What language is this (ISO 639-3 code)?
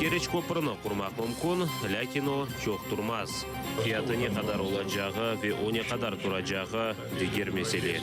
crh